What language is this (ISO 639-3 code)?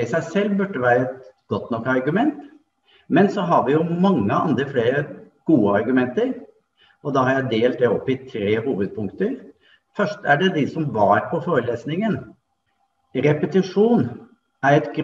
nor